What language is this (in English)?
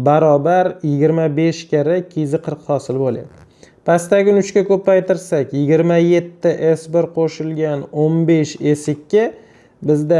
Uzbek